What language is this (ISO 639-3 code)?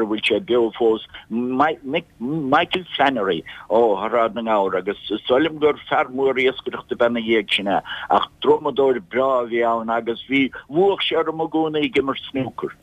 gle